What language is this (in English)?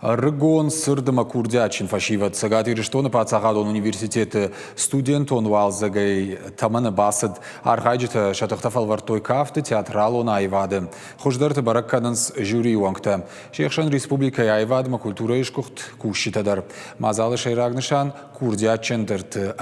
Ossetic